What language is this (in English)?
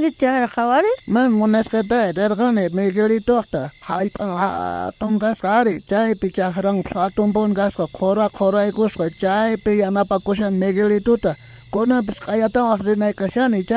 South Bolivian Quechua